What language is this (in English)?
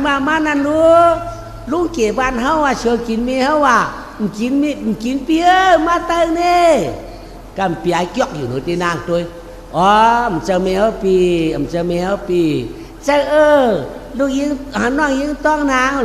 Shan